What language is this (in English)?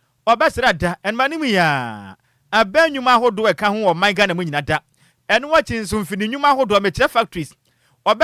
Akan